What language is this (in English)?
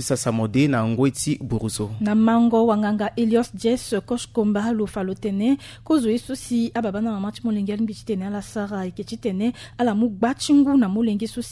Sango